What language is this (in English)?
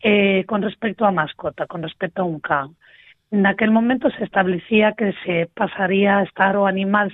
Galician